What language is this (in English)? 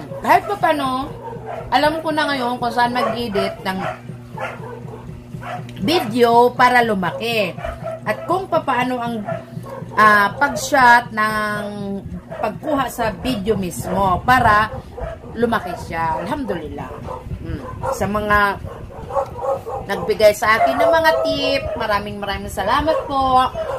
Filipino